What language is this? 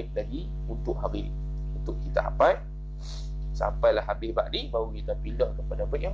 Malay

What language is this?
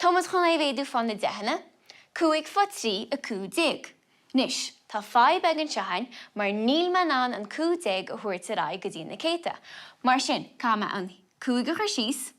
Irish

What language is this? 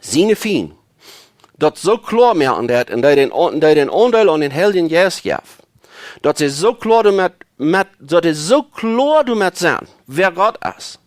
Plautdietsch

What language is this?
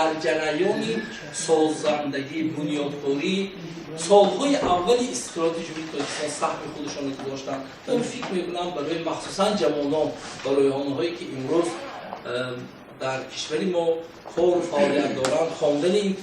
Tajik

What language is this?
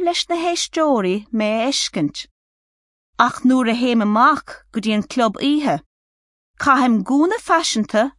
Irish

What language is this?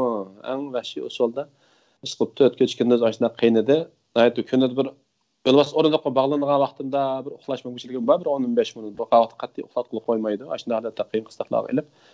Uyghur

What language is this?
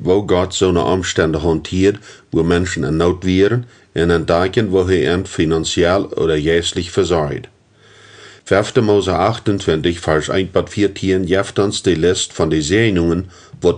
Plautdietsch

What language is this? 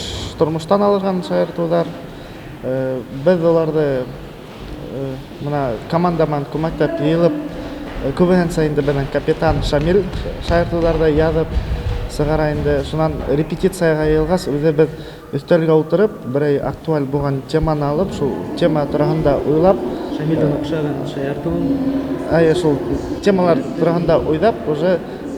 Bashkir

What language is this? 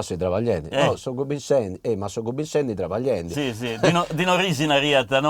Sardinian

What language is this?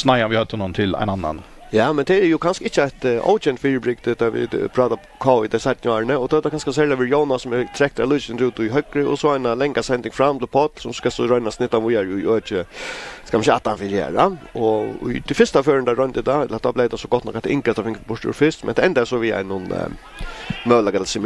Faroese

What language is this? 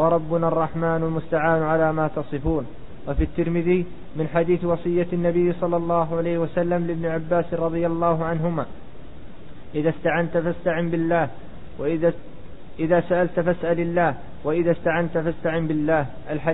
Arabic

